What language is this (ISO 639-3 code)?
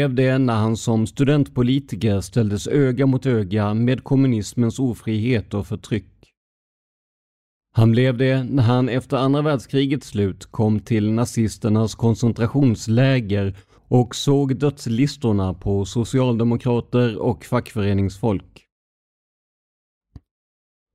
swe